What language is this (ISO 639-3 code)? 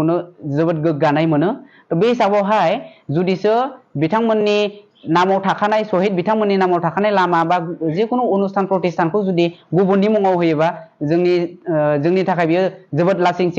brx